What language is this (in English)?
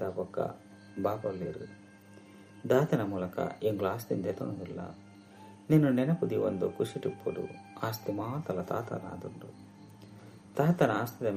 Tulu